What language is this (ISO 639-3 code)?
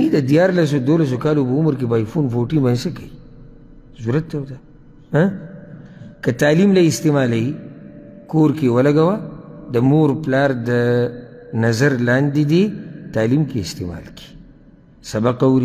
pus